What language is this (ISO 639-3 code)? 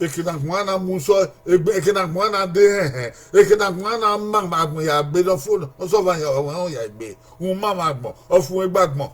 bin